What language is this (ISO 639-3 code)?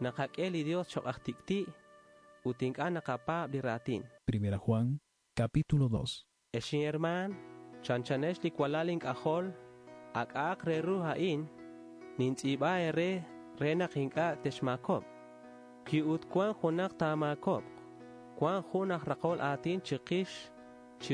kek